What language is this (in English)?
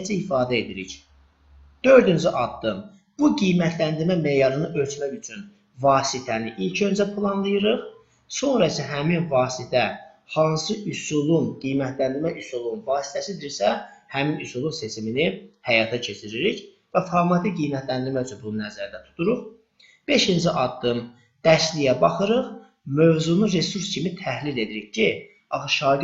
Azerbaijani